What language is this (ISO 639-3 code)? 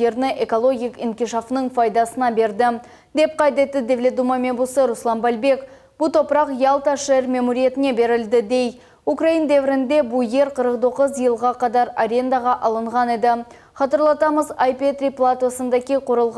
crh